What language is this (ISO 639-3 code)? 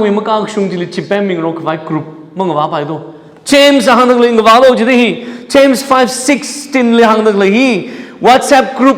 nmf